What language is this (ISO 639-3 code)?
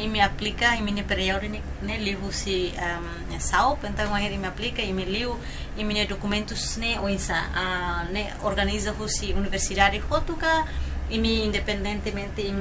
tet